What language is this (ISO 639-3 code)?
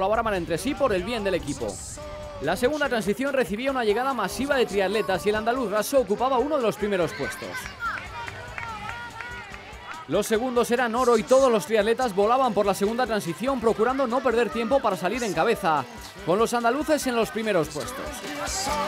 spa